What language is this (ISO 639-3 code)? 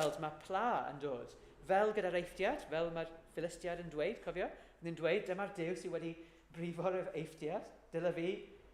cym